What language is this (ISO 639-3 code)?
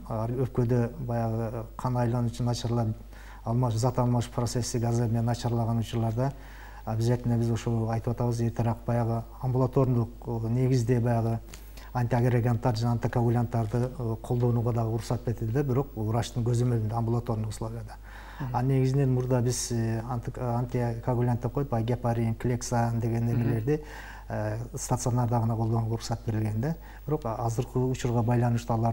kir